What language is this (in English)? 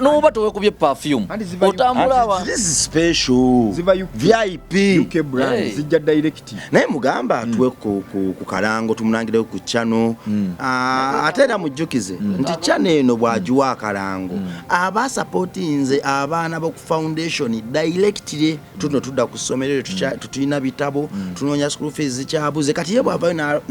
Ganda